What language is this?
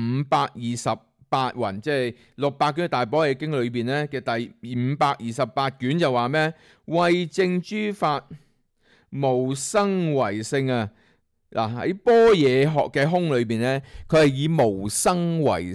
Cantonese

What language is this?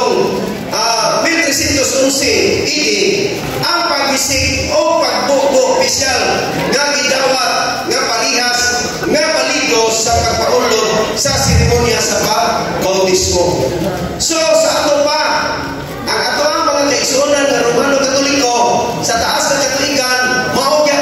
Cebuano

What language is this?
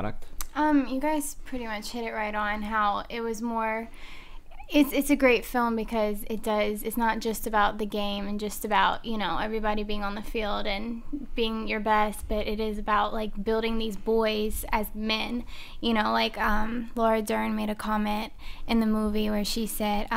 English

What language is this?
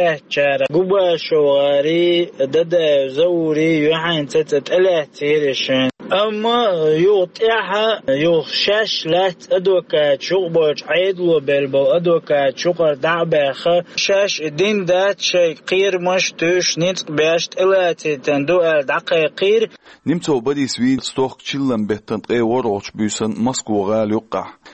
Chechen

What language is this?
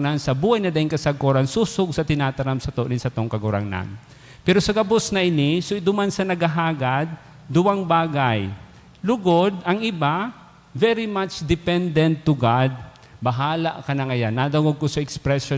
Bikol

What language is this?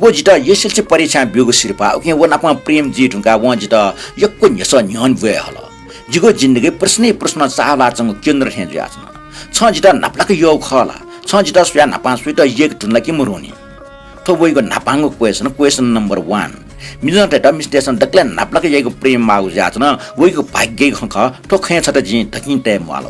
Newari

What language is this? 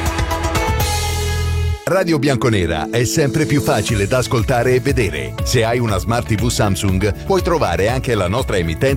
Italian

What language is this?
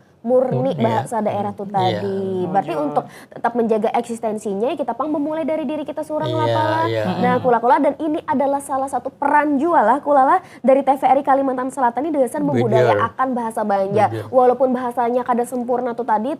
Banjar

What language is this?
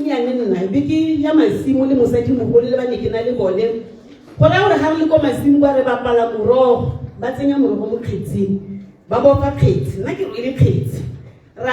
Tswana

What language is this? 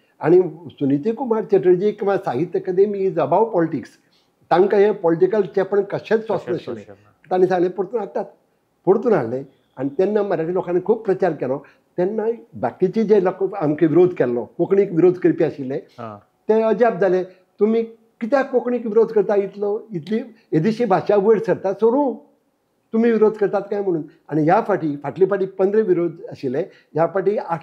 Konkani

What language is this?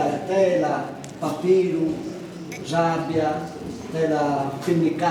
Sardinian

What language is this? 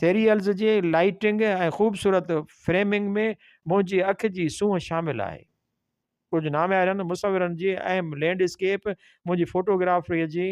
Sindhi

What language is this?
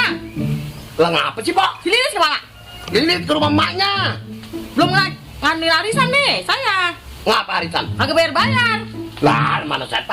Betawi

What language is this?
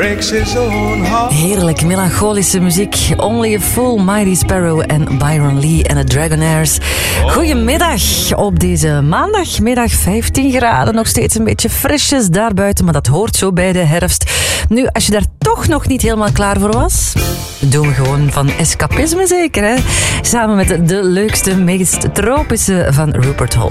Dutch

